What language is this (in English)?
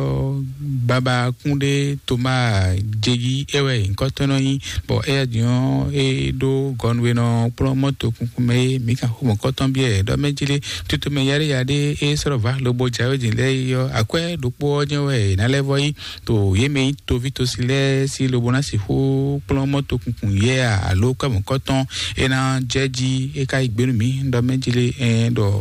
Fon